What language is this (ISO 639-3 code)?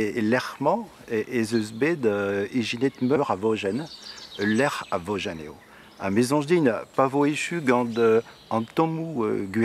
bre